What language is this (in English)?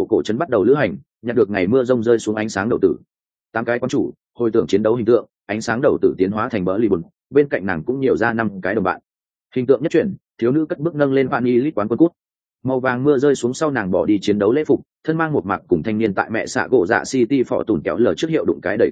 Vietnamese